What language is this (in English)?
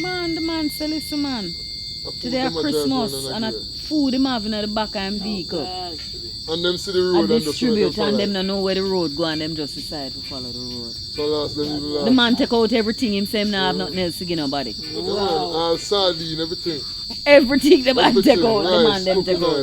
Jamaican Creole English